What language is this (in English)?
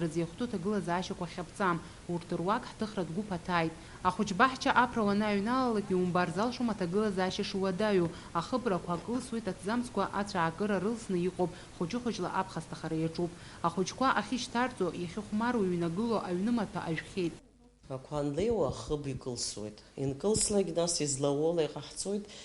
Abkhazian